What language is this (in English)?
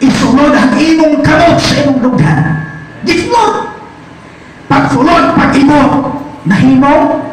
Cebuano